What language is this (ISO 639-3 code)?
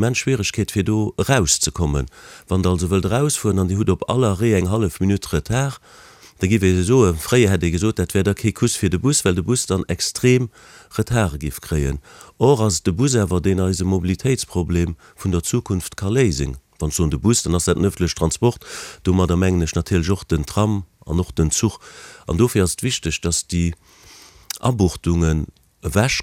ltz